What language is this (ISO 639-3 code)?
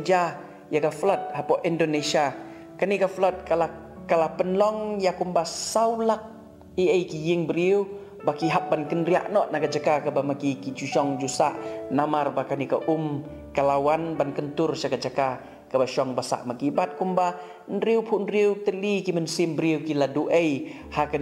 kha